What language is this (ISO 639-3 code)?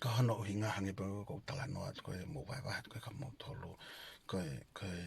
ton